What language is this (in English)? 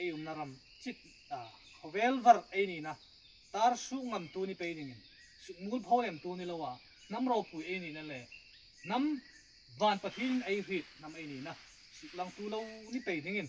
Hmar